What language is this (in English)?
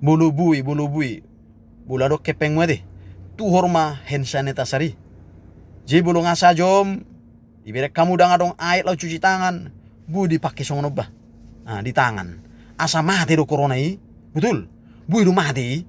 Batak Toba